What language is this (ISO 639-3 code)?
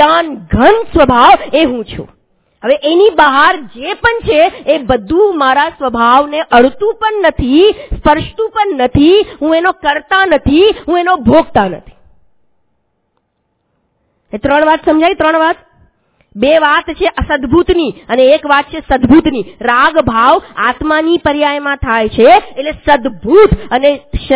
guj